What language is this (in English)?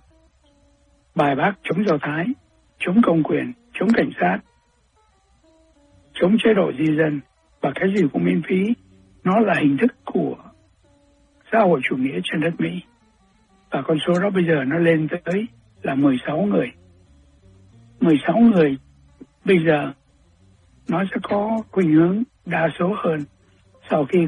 Vietnamese